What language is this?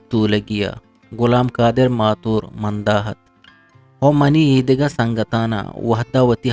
Eastern Balochi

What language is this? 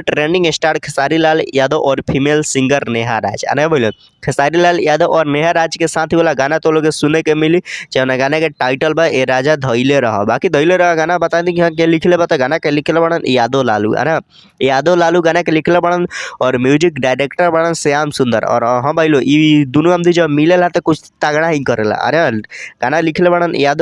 Bhojpuri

